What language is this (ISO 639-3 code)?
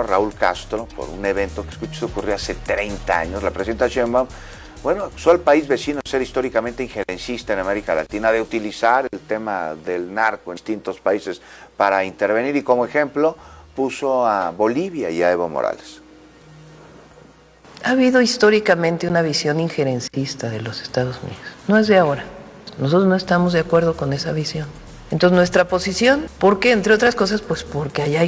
spa